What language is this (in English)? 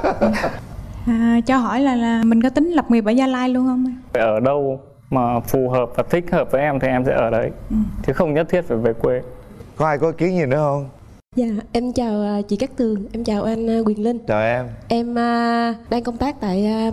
Vietnamese